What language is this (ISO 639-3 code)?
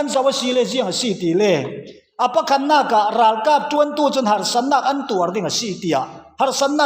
cfm